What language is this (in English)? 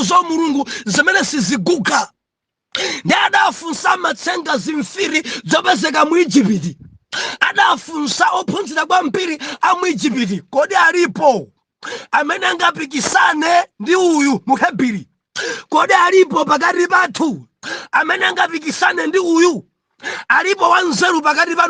Nyanja